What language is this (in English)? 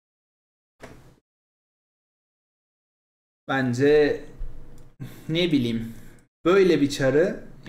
Turkish